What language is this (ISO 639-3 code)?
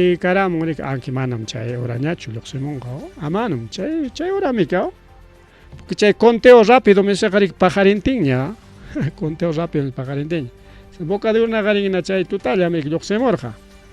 quy